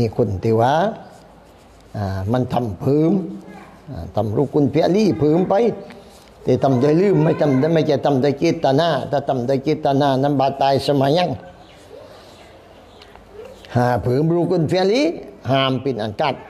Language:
Thai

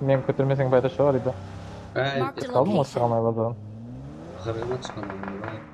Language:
Kara-Kalpak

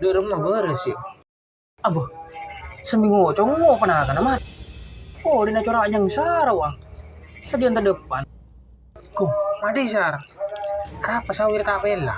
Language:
Madurese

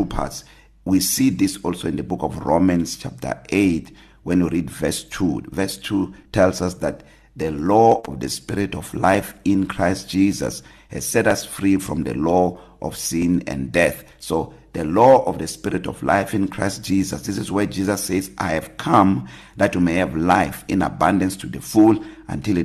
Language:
English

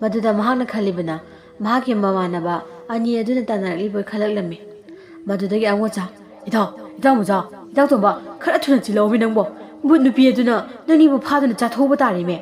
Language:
Manipuri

